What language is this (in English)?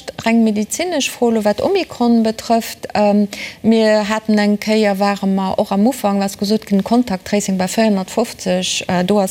Luxembourgish